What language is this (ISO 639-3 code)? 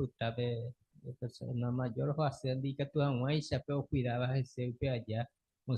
grn